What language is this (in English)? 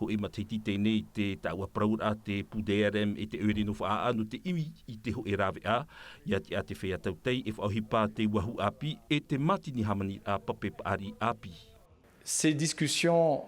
Tahitian